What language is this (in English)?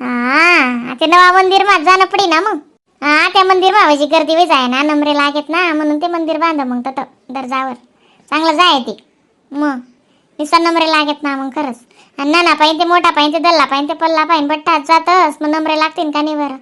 Khandesi